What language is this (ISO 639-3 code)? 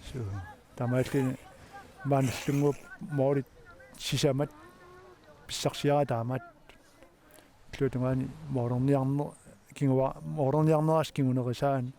kal